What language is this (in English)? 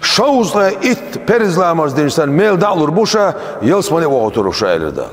Chechen